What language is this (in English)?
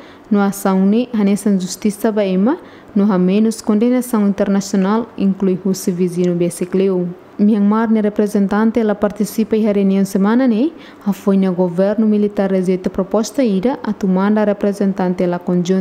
Tetum